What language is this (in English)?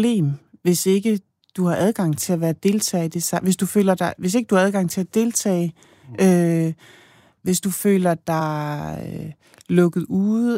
Danish